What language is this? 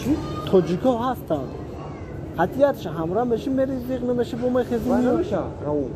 Tajik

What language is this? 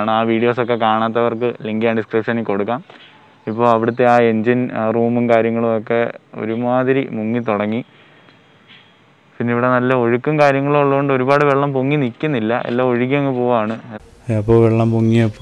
Malayalam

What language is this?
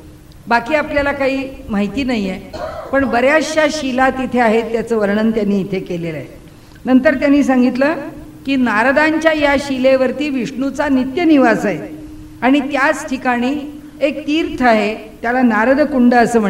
Marathi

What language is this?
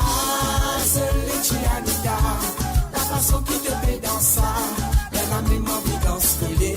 Morisyen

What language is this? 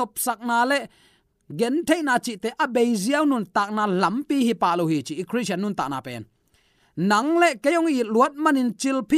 Tedim Chin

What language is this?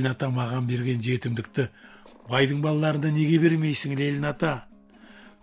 Kazakh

